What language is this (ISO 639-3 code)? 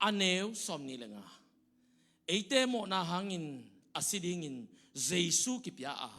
ctd